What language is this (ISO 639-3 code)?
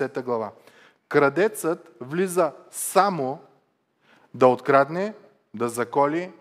bul